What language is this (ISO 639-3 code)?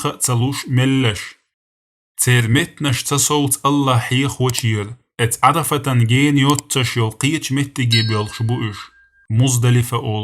che